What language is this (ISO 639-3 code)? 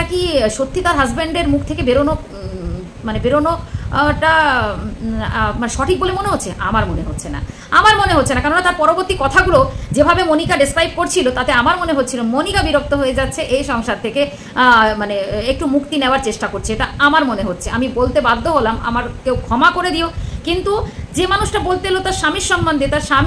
ben